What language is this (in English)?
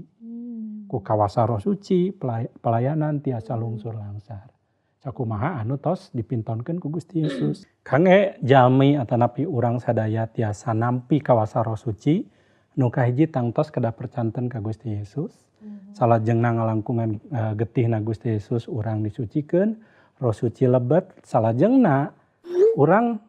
Sundanese